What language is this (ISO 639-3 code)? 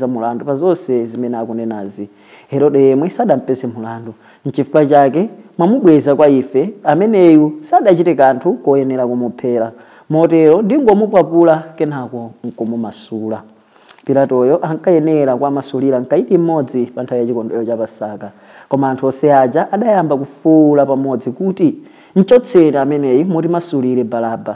nya